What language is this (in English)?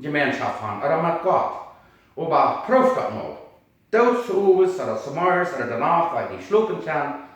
Plautdietsch